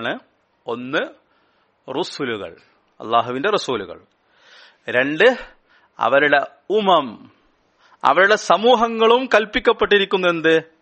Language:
Malayalam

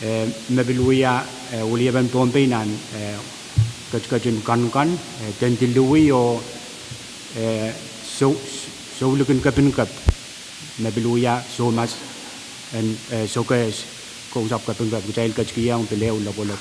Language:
Pohnpeian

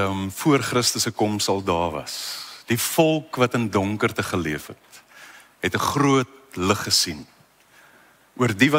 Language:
Afrikaans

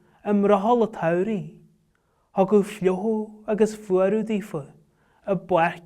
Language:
Irish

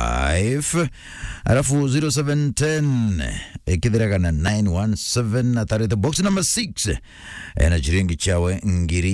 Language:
Meru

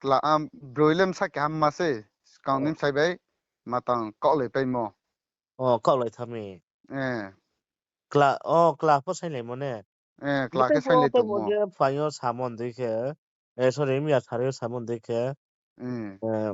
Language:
Riang (India)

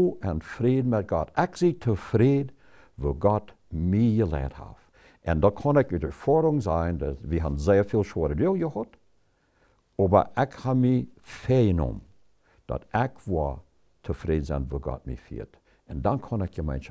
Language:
Plautdietsch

